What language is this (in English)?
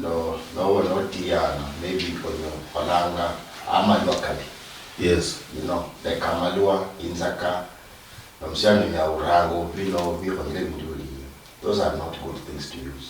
Luyia